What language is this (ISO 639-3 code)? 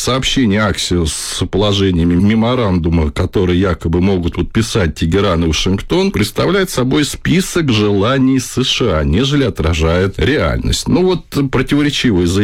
rus